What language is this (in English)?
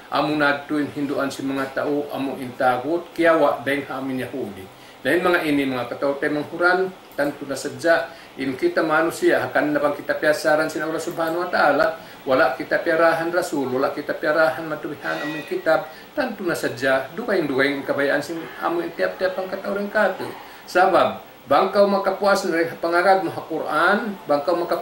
Tausug